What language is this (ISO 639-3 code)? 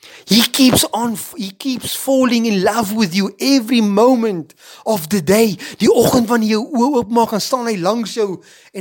afr